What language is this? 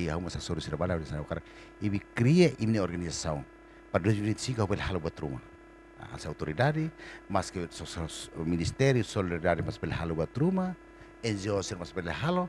Tetum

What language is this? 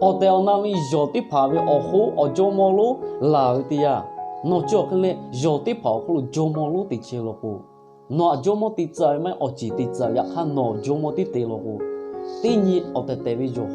Lahu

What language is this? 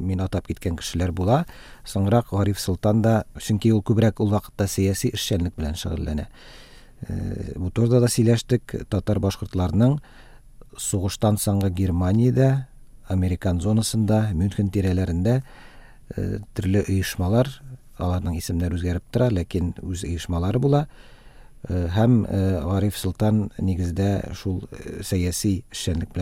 Tatar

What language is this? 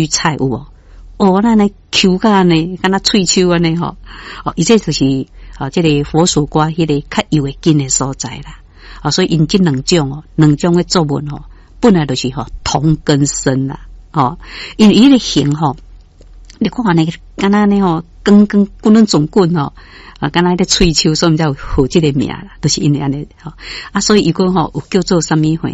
Min Nan Chinese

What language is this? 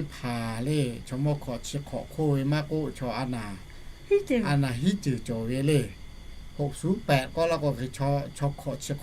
Lahu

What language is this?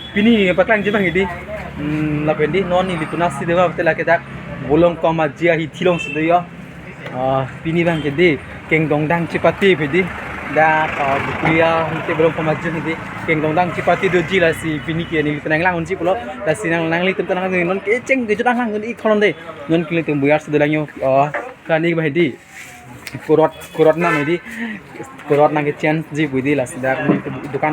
Karbi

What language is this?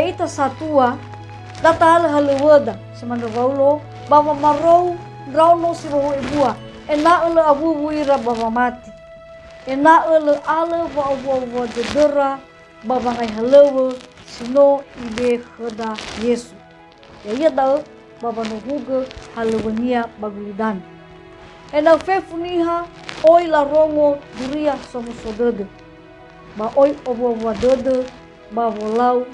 Nias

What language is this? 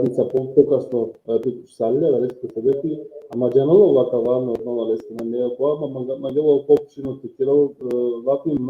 Balkan Romani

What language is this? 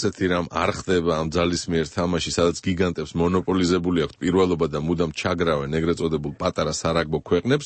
Georgian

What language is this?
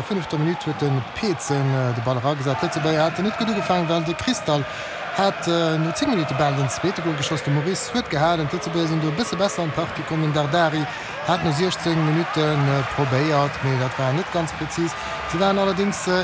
Luxembourgish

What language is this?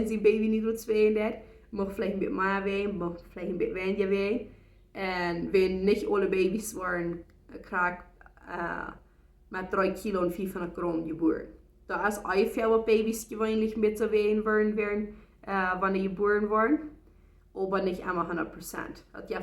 Plautdietsch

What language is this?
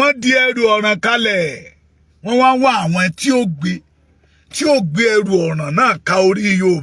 Yoruba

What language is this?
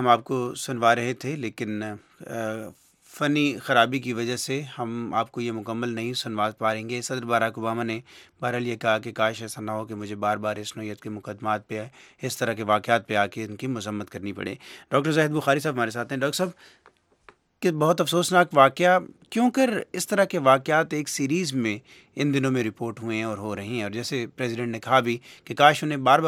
Urdu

